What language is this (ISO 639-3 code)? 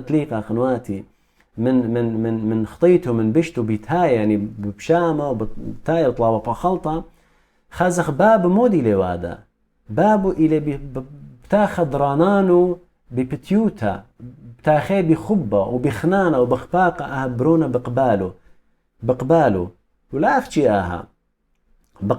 aii